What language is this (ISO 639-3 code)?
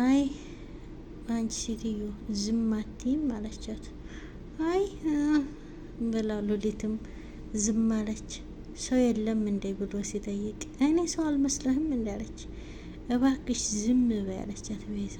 amh